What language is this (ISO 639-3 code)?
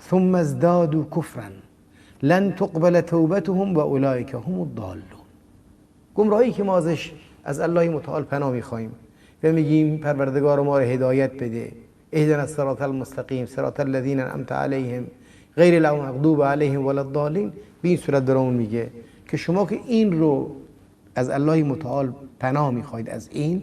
fas